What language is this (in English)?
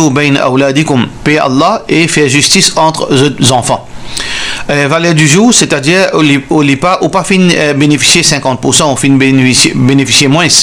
Morisyen